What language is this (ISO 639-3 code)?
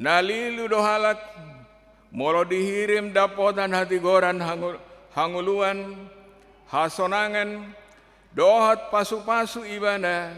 bbc